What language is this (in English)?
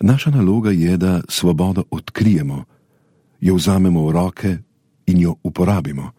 Slovenian